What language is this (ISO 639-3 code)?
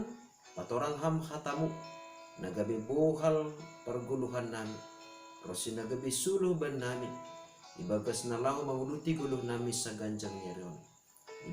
bts